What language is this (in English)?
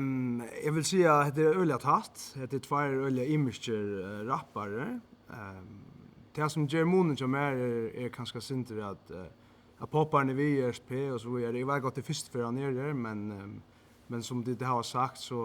Faroese